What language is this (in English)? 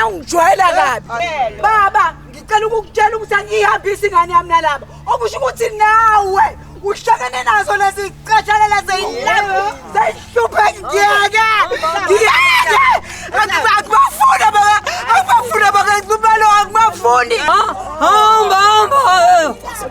Zulu